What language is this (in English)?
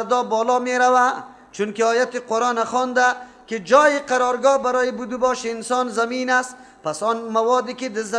Persian